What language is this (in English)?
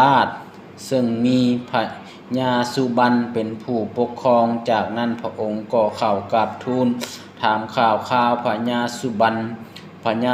Lao